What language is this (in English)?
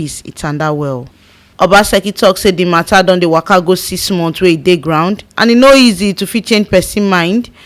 Nigerian Pidgin